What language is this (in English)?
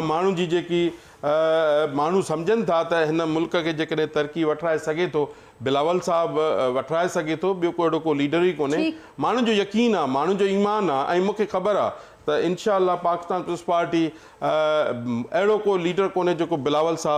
Sindhi